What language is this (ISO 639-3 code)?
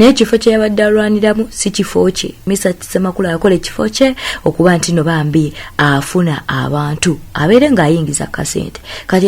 lug